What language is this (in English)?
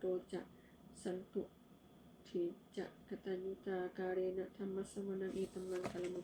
Pali